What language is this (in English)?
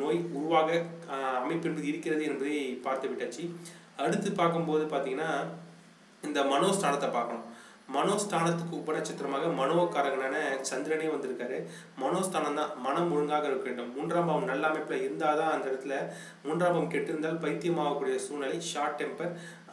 Tamil